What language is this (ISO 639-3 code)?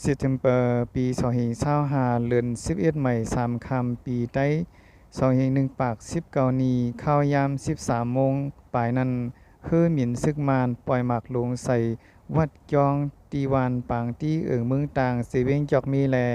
shn